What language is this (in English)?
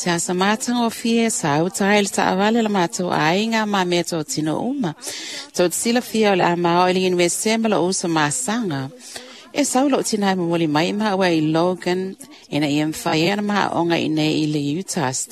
Samoan